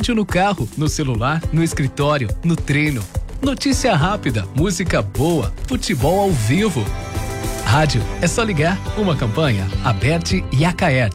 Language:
Portuguese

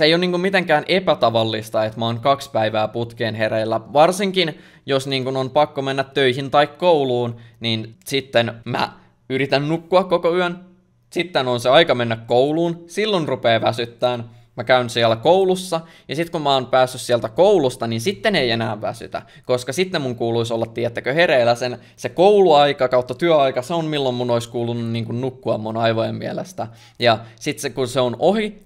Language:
Finnish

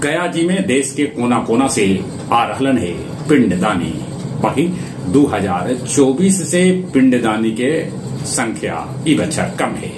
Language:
Magahi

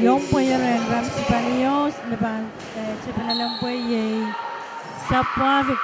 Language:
Pohnpeian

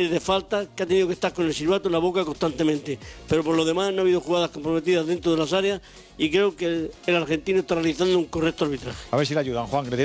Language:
Spanish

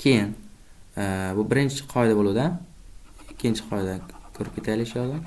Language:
Uzbek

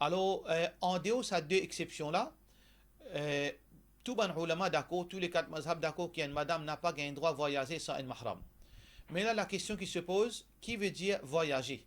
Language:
Morisyen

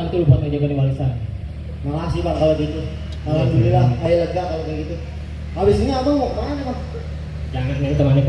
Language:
Betawi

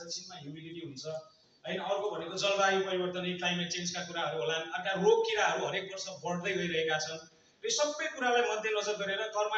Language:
Nepali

